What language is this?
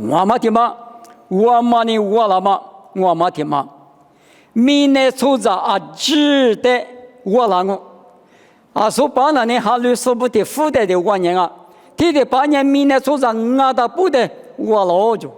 Lisu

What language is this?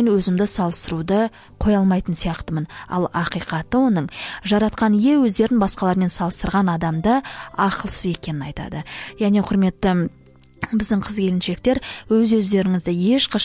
Kazakh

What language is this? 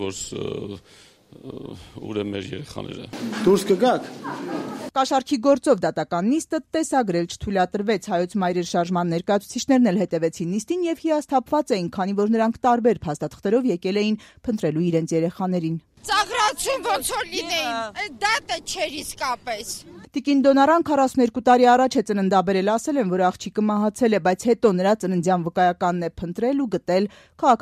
Armenian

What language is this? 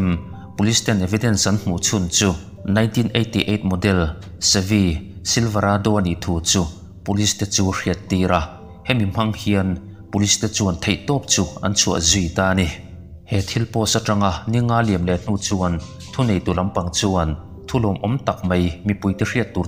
Mizo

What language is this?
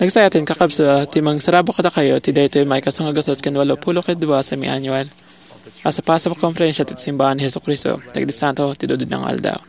Iloko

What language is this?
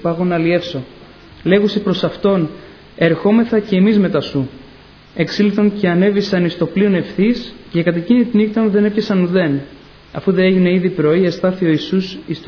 Greek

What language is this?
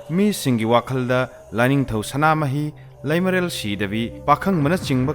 Manipuri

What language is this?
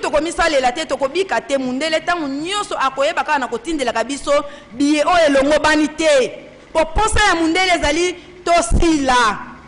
Lingala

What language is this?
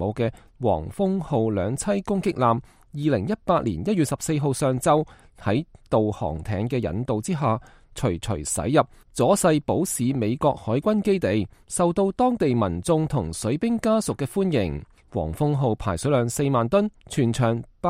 Cantonese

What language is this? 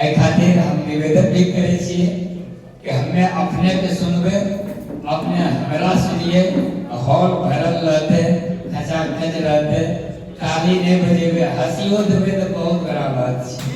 Angika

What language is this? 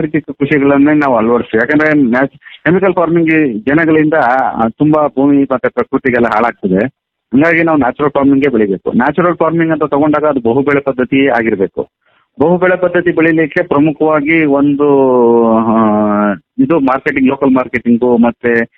Kannada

